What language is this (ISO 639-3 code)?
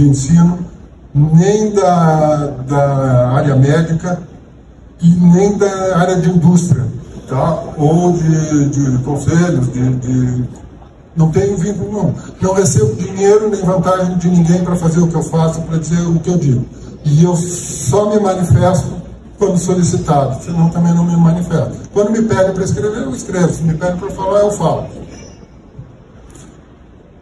por